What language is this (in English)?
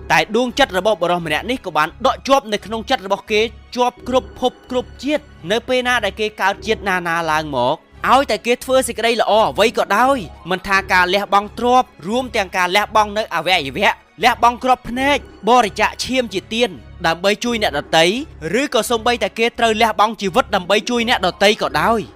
Khmer